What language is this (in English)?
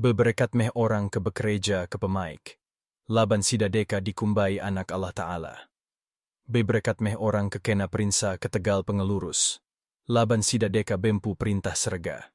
Iban